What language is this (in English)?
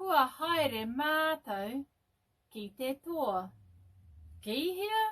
Māori